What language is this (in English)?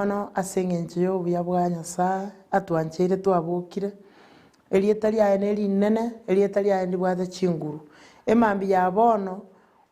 Gusii